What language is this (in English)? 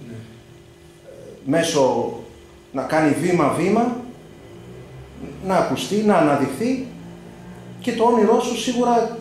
Greek